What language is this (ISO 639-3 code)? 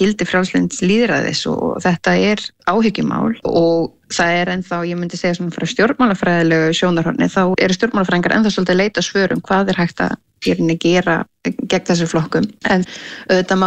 isl